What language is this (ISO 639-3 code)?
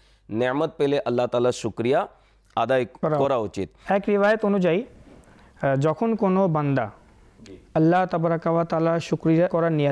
ben